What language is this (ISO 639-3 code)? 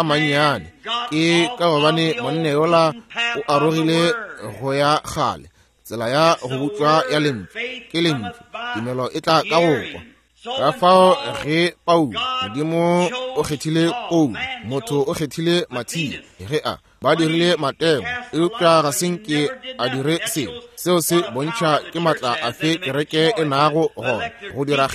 nso